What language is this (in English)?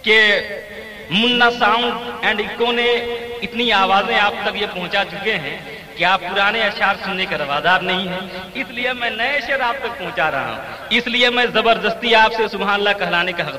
Urdu